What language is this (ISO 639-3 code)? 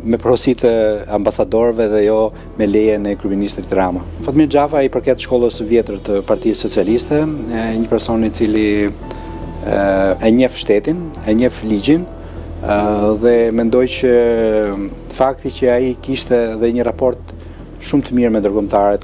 sqi